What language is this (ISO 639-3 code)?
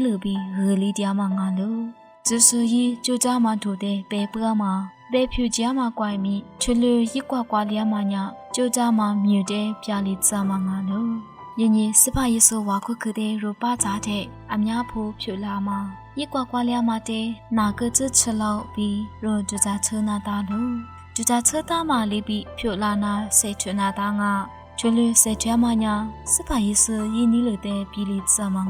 lis